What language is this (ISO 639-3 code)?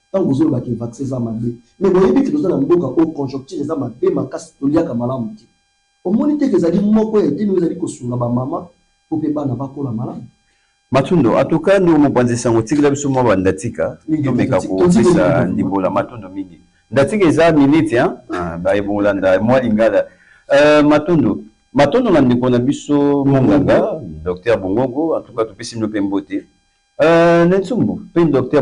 lin